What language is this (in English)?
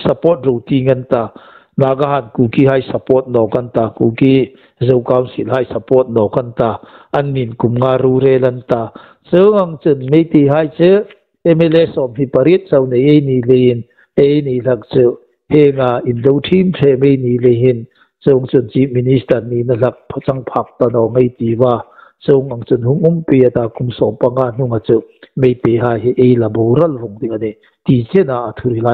Hmar